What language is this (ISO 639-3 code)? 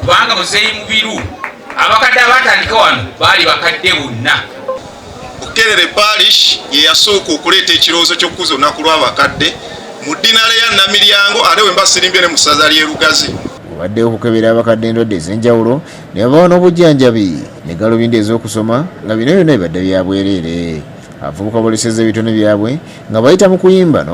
lug